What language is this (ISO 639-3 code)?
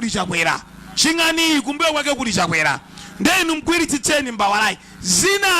nya